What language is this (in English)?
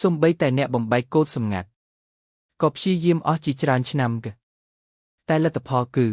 Khmer